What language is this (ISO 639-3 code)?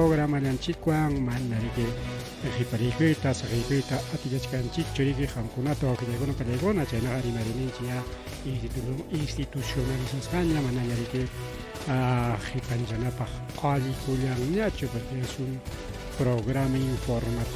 quy